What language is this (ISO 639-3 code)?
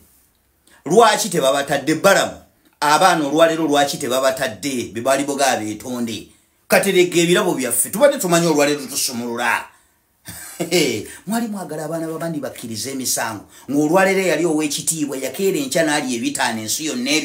lug